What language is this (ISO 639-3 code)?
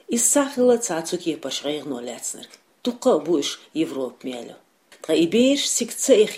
che